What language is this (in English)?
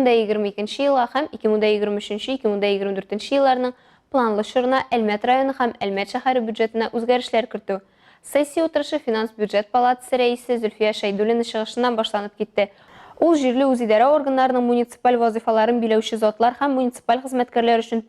Tatar